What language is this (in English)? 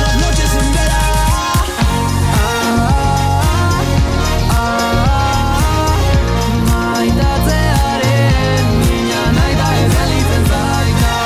Basque